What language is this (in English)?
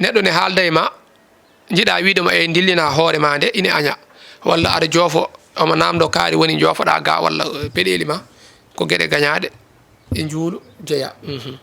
Fula